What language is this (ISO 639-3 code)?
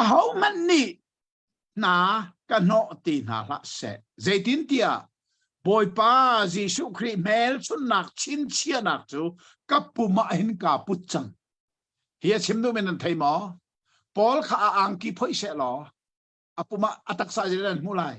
cnh